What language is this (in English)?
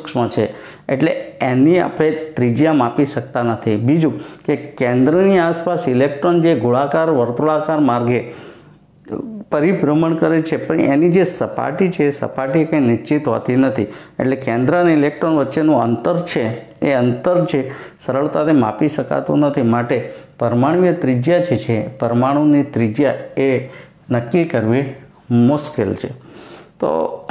Gujarati